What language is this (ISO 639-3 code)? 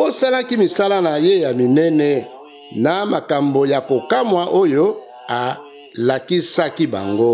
lin